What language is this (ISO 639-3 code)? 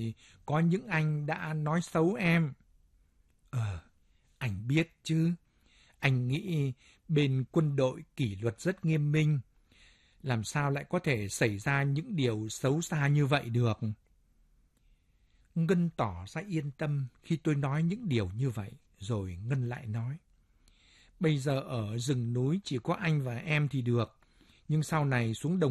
vie